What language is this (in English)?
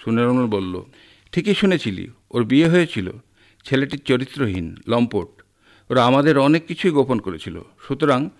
Bangla